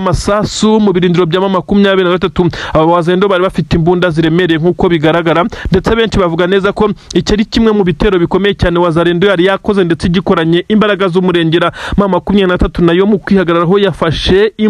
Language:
Kinyarwanda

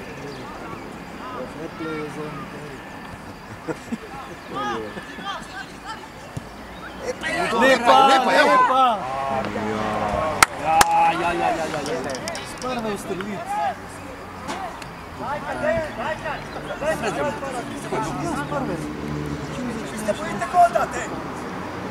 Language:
Slovenian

